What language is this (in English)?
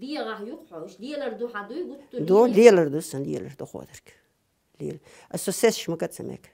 Chechen